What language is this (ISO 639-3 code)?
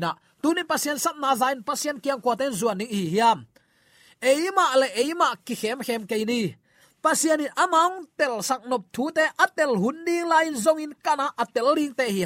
ctd